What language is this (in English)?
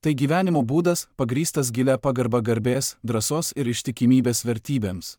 Lithuanian